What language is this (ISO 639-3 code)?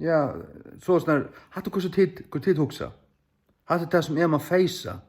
fao